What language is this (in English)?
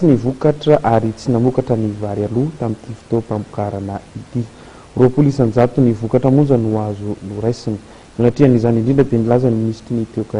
Malagasy